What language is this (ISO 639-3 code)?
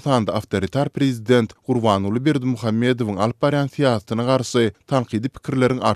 tuk